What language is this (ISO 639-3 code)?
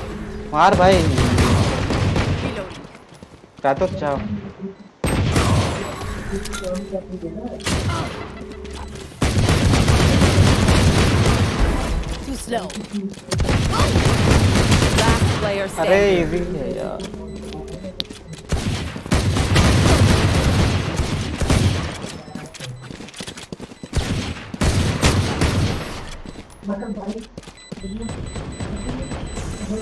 hin